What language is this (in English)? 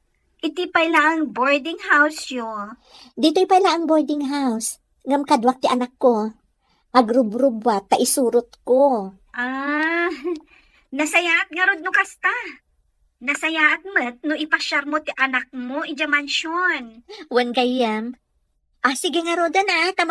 Iloko